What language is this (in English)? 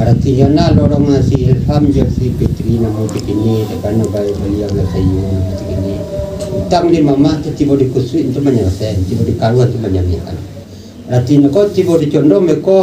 Minangkabau